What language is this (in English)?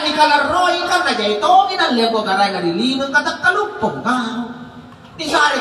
Makasar